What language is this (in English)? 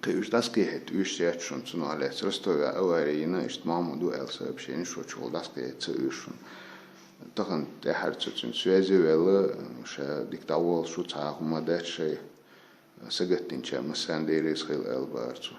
Chechen